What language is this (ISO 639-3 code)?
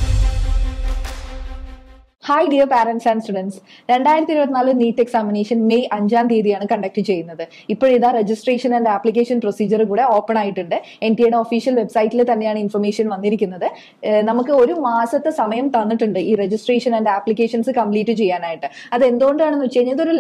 mal